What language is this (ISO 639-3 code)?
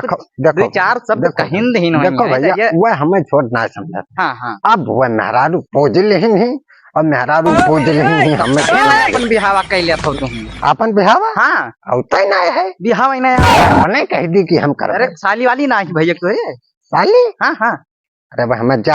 awa